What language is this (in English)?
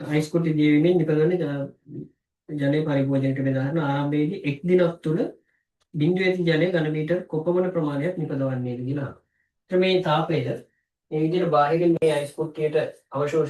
Sinhala